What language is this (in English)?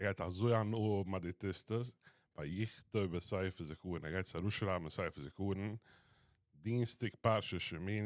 Yiddish